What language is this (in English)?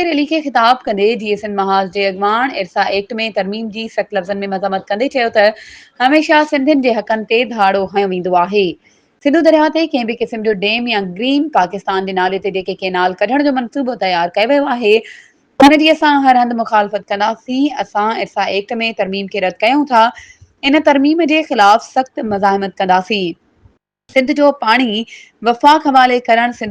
Sindhi